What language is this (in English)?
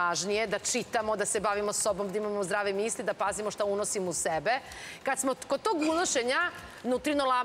Serbian